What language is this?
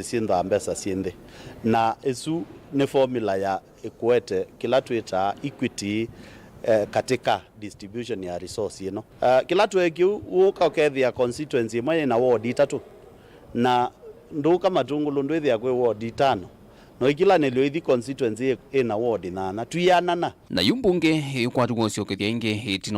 Kamba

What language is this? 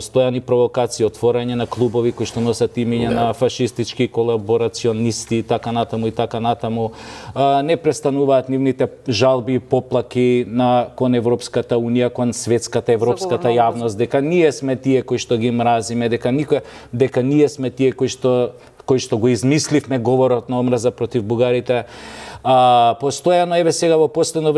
Macedonian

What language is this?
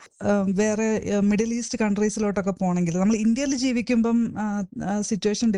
Malayalam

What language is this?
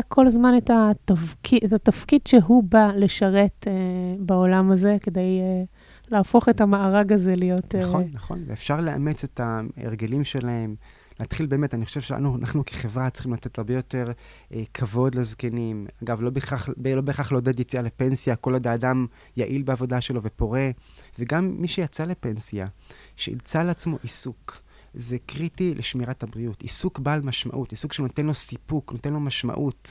Hebrew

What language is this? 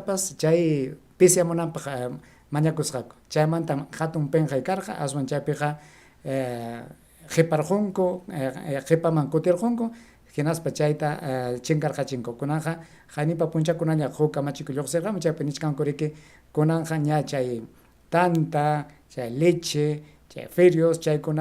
Ayacucho Quechua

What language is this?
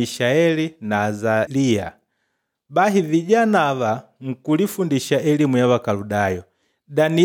Makonde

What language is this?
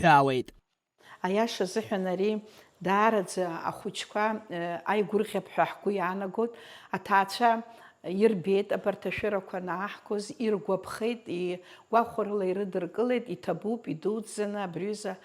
Abkhazian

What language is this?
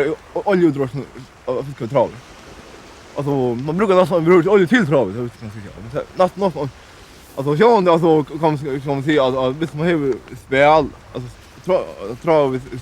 Faroese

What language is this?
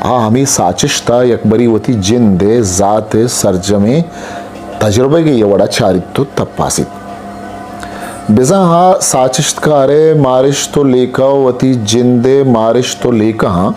Eastern Balochi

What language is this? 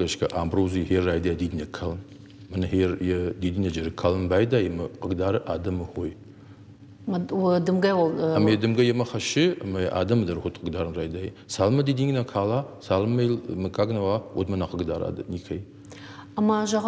Ossetic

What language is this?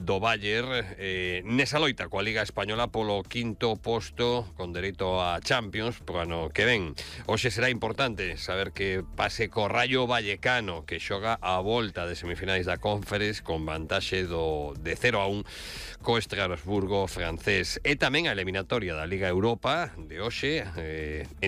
Galician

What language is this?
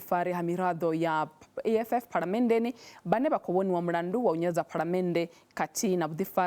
Venda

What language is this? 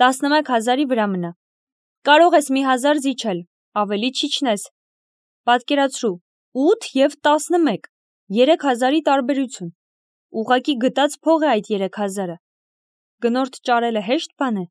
Armenian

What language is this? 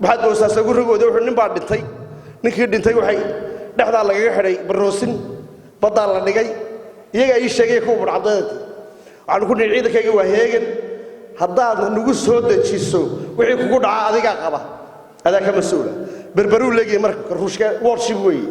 Somali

